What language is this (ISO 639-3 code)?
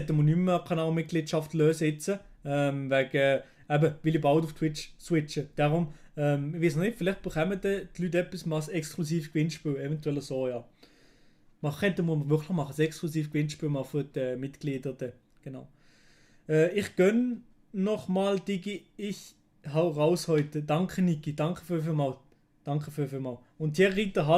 gsw